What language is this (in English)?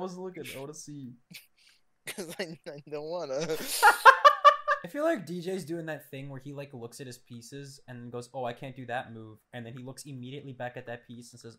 English